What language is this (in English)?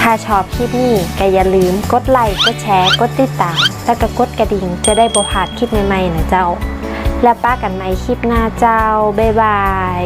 Northern Thai